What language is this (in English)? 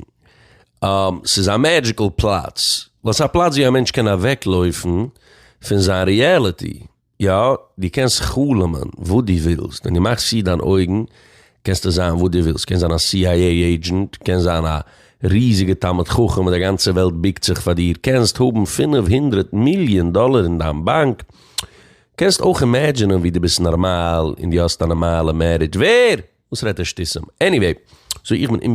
Yiddish